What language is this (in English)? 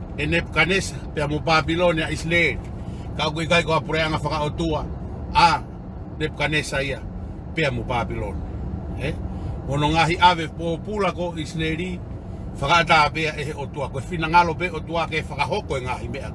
Tongan